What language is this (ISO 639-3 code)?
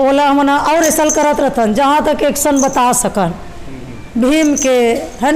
hne